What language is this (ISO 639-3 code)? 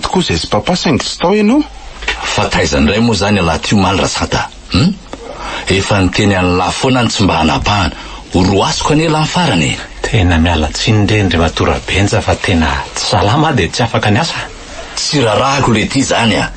mlg